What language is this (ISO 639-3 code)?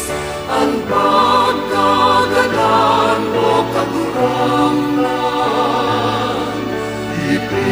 bik